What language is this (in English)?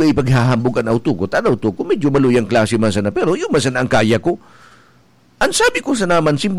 Bikol